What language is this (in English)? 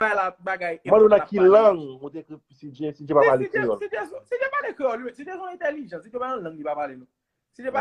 Haitian Creole